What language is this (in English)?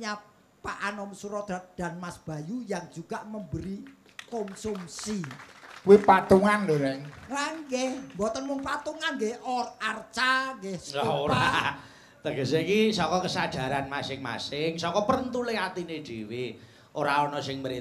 Javanese